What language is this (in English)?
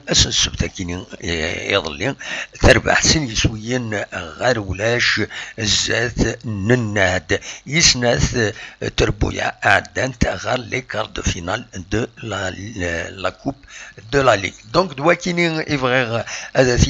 Kabyle